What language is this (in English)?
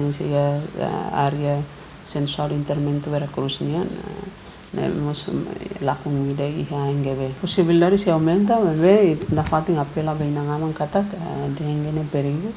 Tetum